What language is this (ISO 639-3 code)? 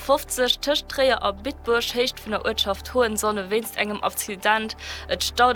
ltz